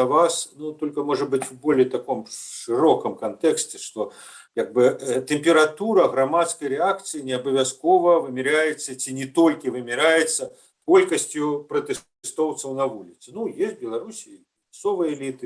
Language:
Belarusian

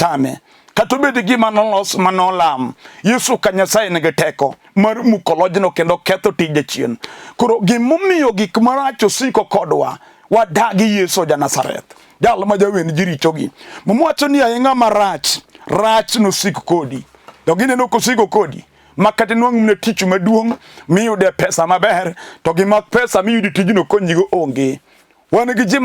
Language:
Luo (Kenya and Tanzania)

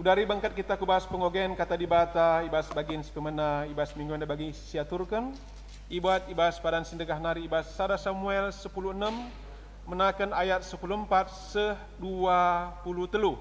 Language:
Batak Karo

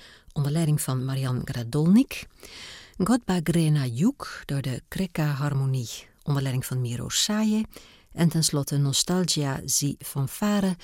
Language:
Dutch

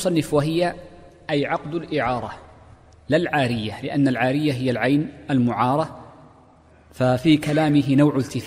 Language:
Arabic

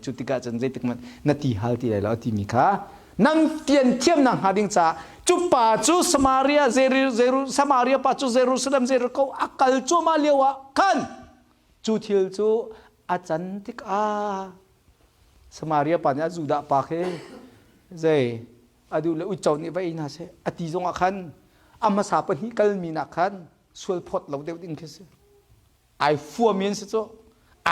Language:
Hakha Chin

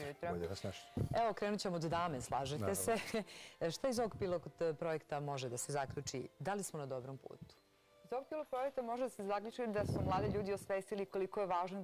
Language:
Serbian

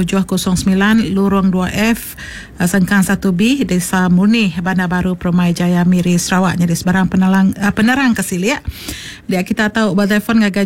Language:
Iban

